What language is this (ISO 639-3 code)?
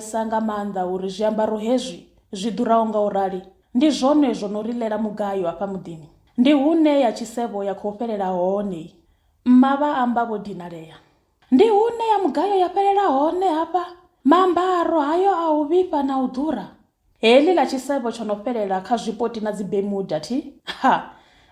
ven